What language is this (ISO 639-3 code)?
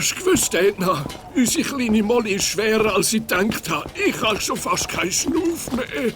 gsw